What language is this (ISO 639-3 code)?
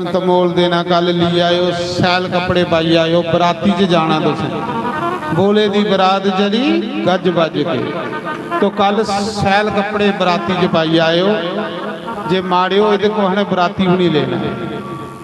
doi